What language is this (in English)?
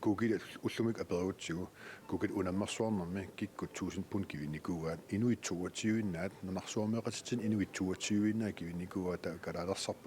Kalaallisut